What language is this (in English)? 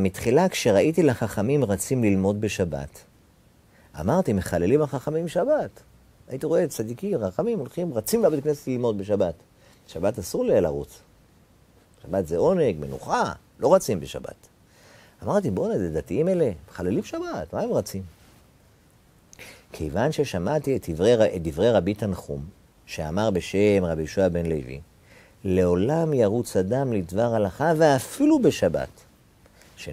Hebrew